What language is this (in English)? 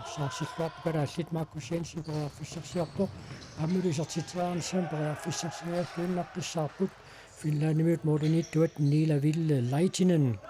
Kalaallisut